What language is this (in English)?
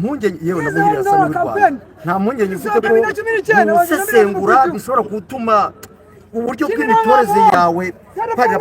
Kinyarwanda